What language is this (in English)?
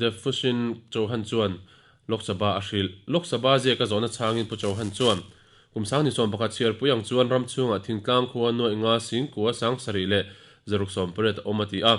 Mizo